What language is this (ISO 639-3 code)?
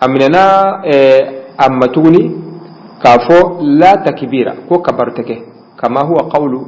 bam